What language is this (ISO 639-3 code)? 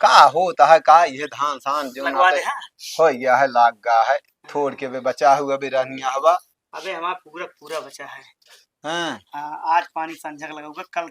awa